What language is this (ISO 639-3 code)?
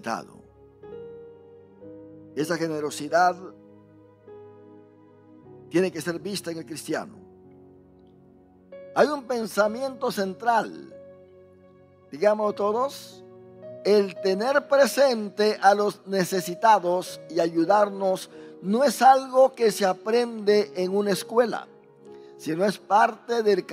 spa